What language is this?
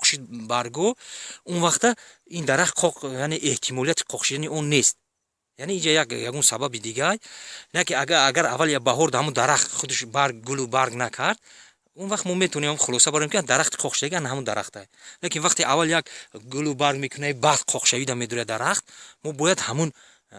Tajik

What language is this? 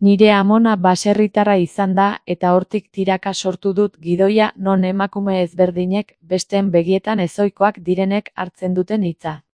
Basque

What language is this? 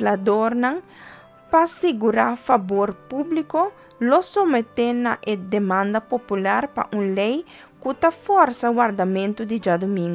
Papiamento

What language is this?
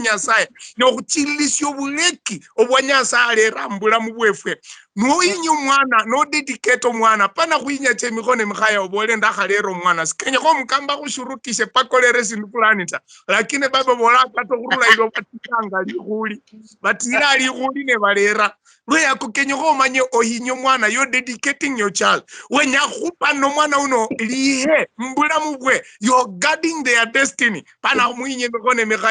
Luyia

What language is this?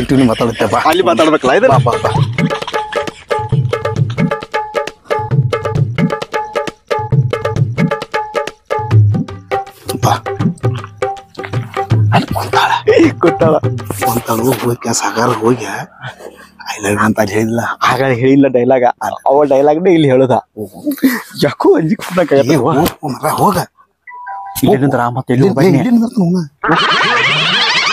Kannada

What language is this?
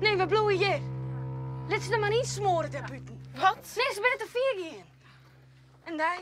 Western Frisian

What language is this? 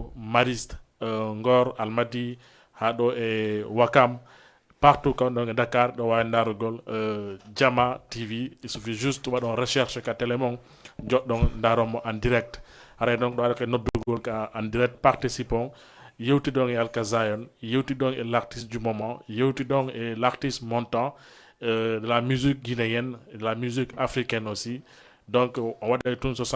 Fula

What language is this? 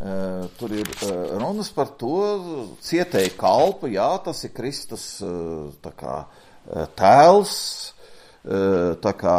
Latvian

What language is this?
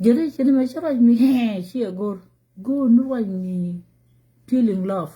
Nuer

